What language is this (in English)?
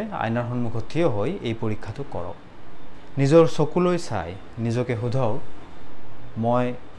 Assamese